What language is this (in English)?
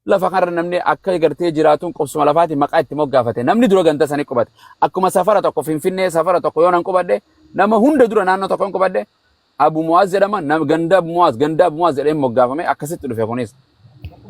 Oromo